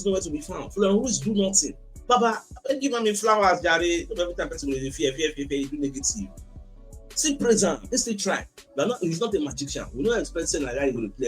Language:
Nigerian Pidgin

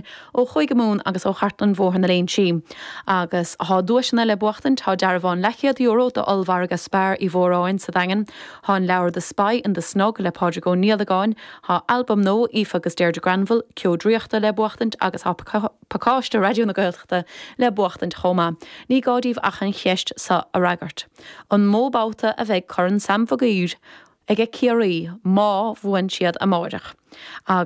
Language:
Irish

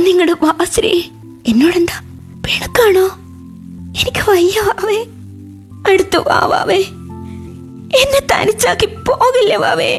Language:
Malayalam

